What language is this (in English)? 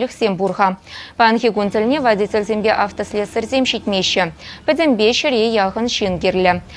Chuvash